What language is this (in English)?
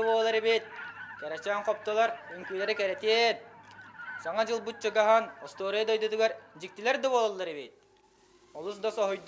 Yakut